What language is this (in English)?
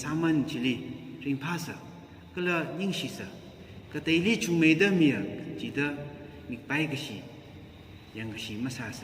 Tangkhul Naga (India)